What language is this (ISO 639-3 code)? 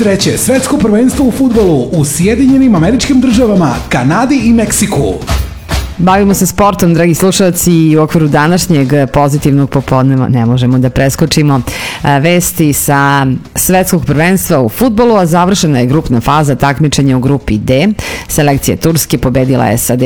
srp